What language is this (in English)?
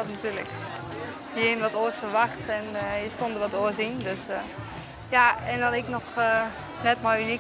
Western Frisian